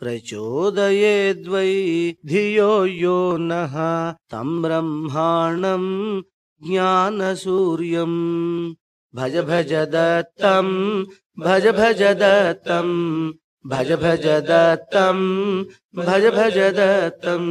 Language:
Sanskrit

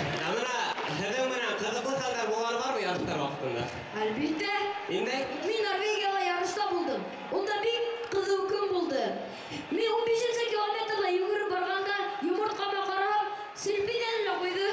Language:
Bashkir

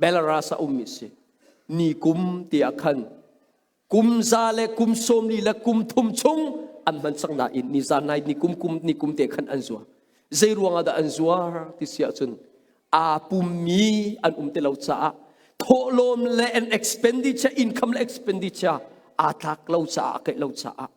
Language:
Hakha Chin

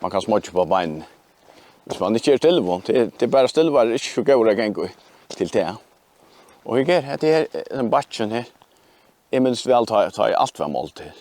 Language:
Faroese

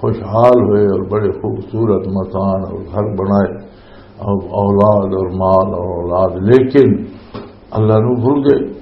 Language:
Western Panjabi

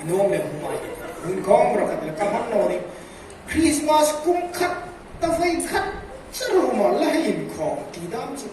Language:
Hmar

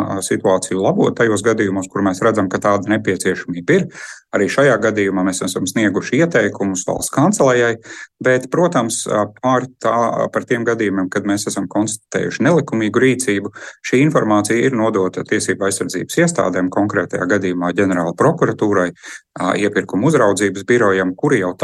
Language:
Latvian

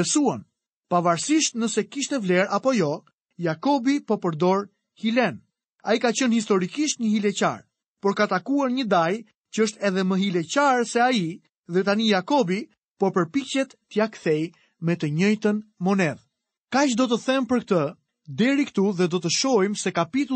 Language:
Albanian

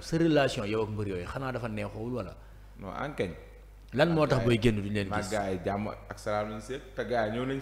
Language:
Wolof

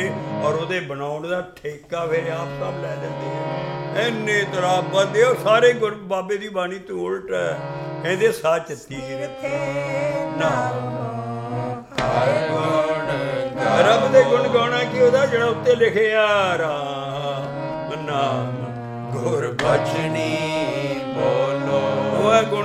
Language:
Punjabi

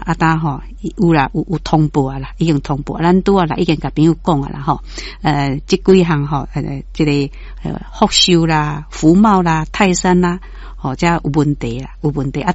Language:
Min Nan Chinese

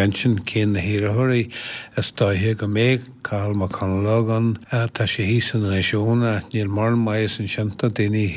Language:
Irish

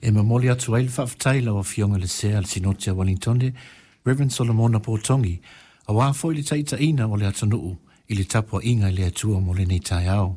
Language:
Samoan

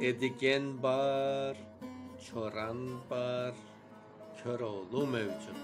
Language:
Crimean Tatar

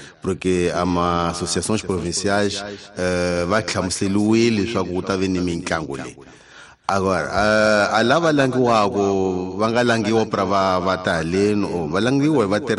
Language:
Tsonga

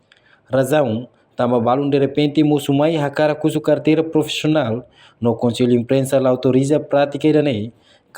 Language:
Tetum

